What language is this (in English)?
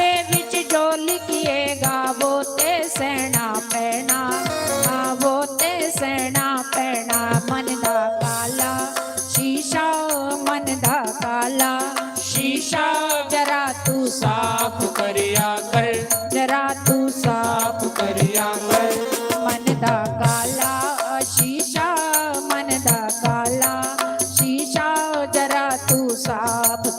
Dogri